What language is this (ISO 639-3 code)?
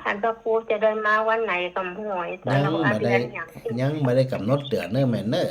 nod